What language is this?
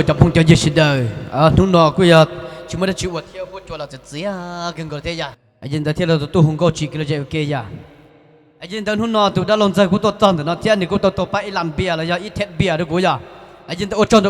Hmong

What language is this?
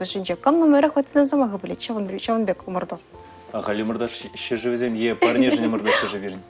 Chuvash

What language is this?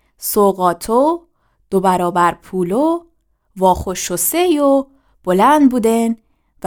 Gilaki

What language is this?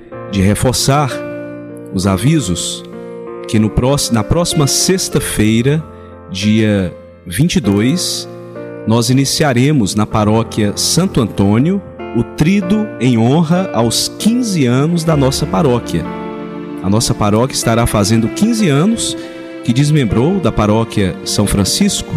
Portuguese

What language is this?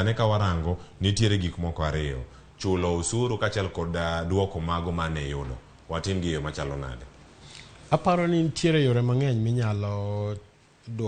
Luo (Kenya and Tanzania)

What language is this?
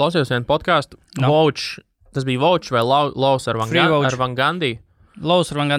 Latvian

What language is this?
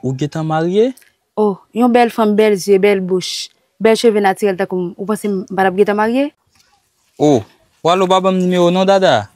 Haitian Creole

